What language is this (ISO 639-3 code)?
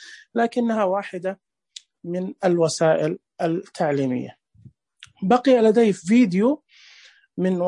ars